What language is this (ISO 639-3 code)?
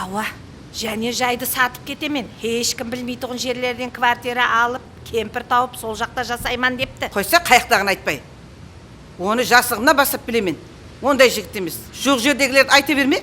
kaa